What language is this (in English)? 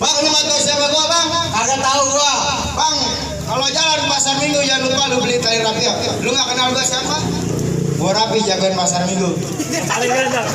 Betawi